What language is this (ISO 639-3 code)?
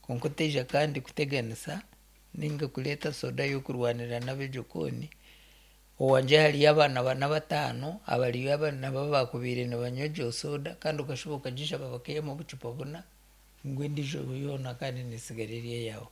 nyn